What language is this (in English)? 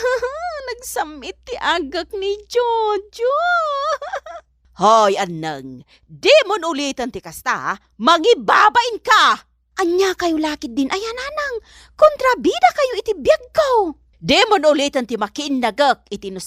Iloko